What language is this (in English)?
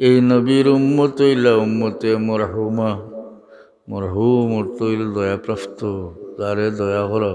Sylheti